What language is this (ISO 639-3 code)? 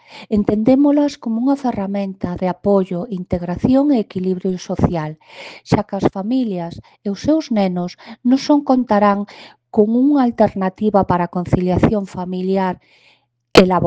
glg